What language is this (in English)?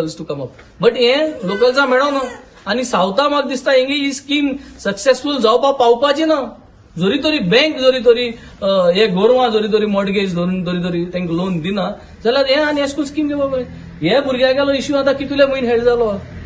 Konkani